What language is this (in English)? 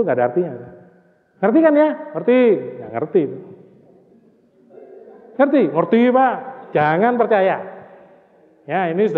Indonesian